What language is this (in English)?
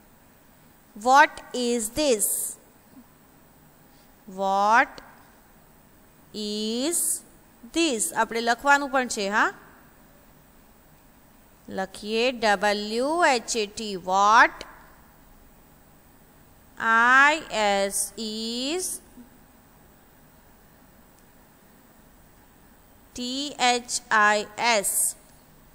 Gujarati